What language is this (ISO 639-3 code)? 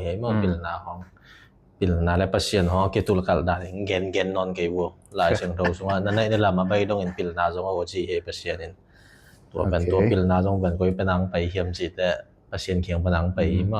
ctd